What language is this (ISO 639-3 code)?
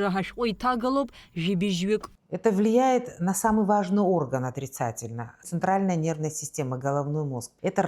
abk